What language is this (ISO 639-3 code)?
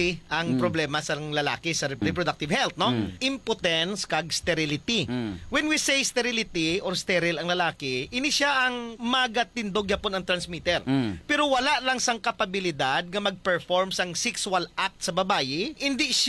hil